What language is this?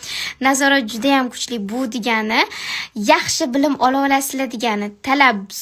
Uzbek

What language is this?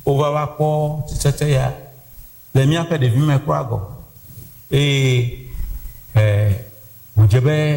Ewe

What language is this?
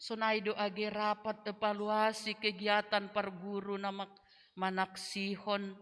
Batak Simalungun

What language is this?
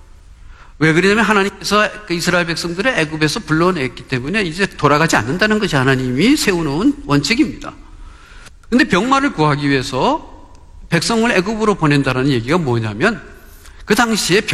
Korean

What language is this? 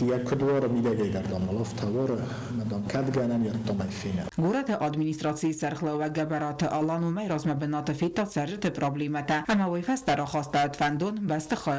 Ossetic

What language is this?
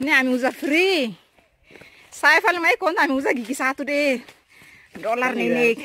Tetum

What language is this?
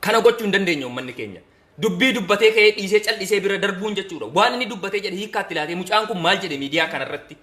Oromo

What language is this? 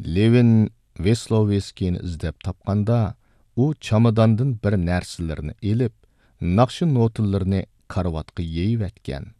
Uyghur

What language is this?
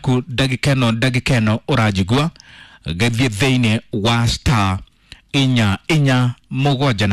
Kikuyu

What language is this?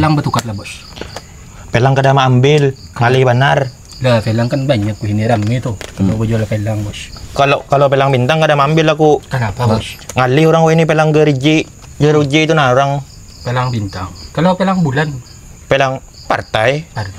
Banjar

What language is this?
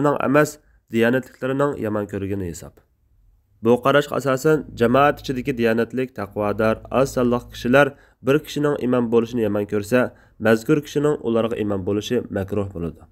Uyghur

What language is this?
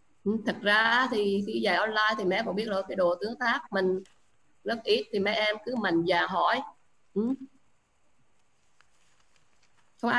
Vietnamese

